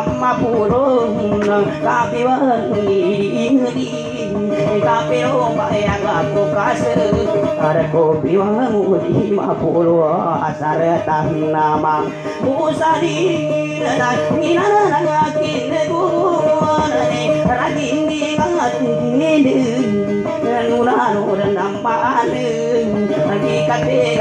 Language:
Indonesian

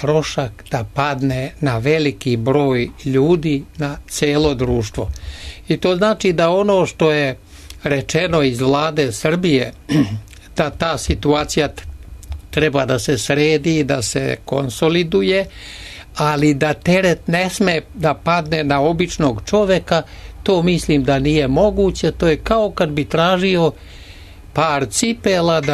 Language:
Serbian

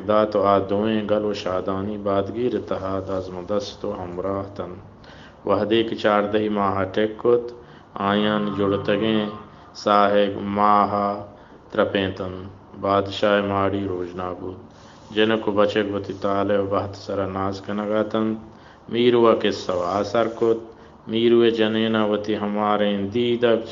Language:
Baluchi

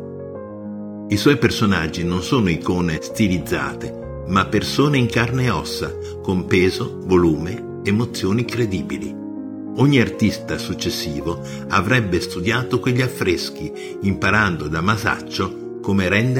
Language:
Italian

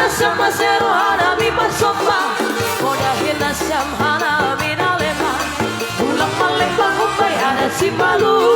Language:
Batak Simalungun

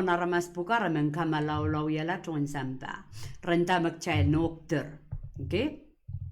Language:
Pohnpeian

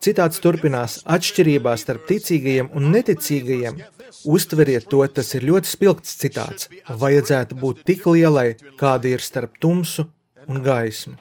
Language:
Latvian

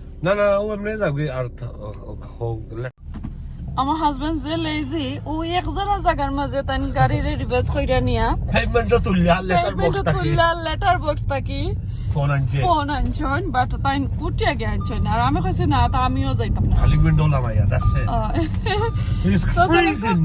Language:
Sylheti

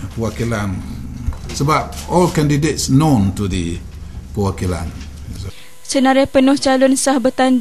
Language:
Malay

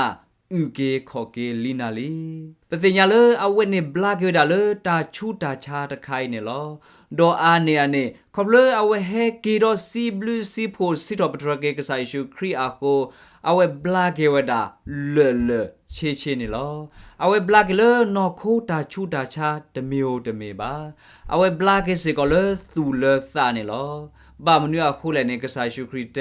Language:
S'gaw Karen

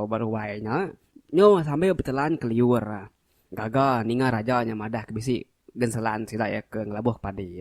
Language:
Iban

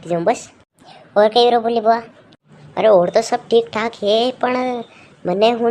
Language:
Rajasthani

